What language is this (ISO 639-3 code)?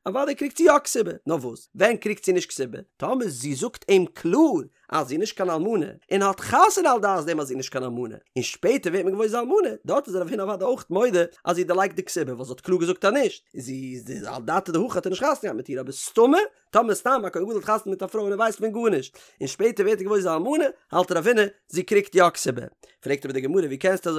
yid